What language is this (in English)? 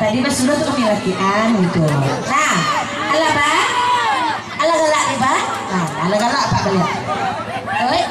Minangkabau